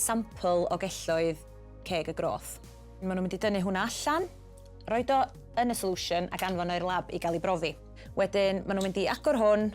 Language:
Welsh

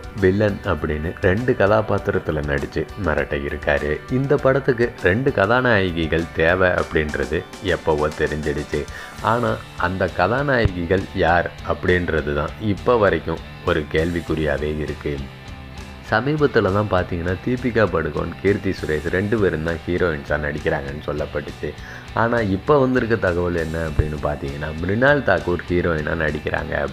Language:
Tamil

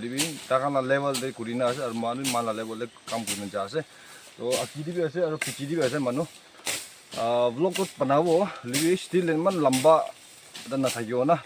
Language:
Naga Pidgin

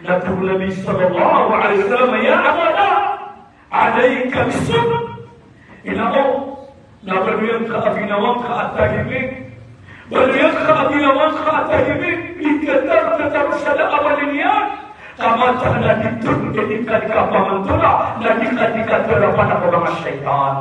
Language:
Maranao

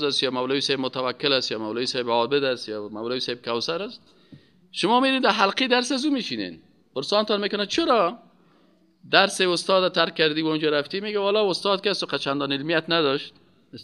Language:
Persian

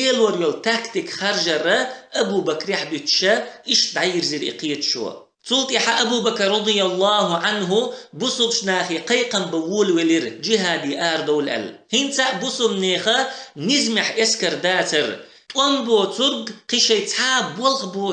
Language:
Chechen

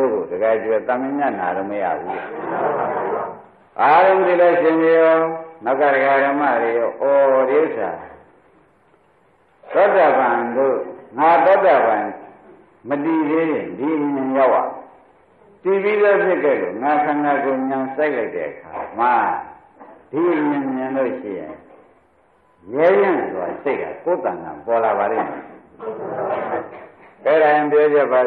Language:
Burmese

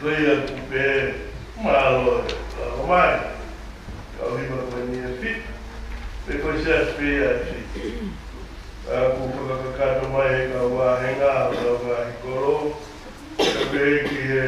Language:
Tongan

